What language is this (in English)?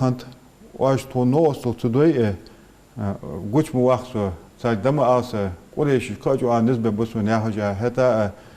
Ingush